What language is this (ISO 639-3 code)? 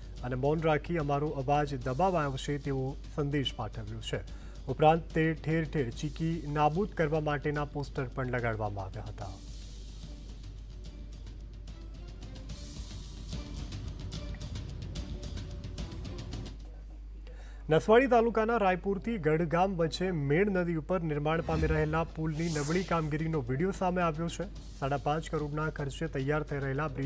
guj